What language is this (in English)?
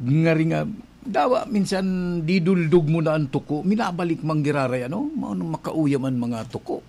Bikol